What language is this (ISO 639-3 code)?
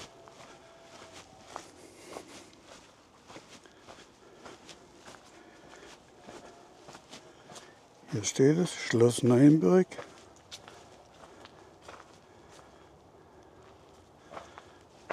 deu